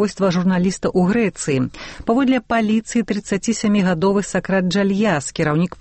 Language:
Belarusian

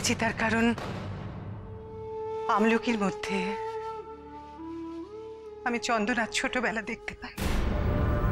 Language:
Bangla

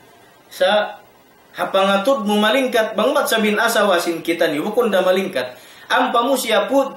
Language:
Tausug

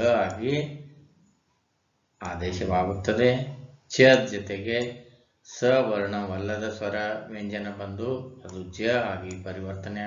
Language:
Kannada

